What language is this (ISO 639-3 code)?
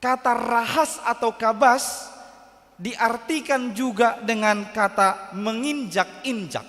bbc